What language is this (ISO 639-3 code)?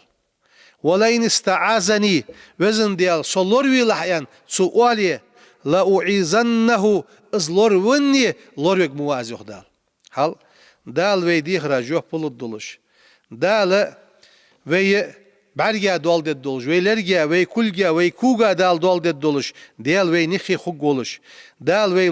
inh